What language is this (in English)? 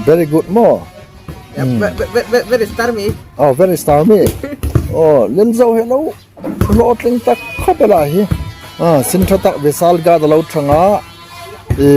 Hmar